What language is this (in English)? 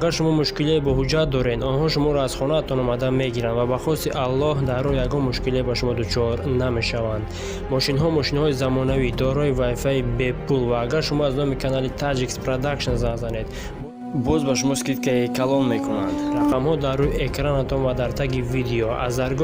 Tajik